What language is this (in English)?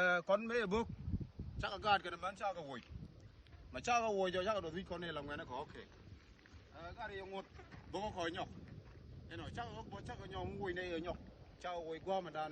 Nuer